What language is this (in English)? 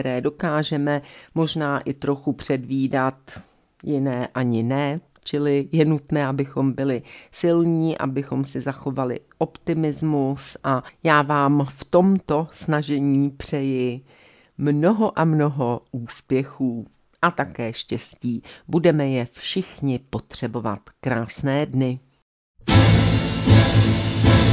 Czech